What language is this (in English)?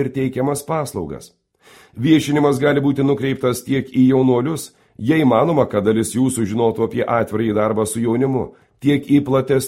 Lithuanian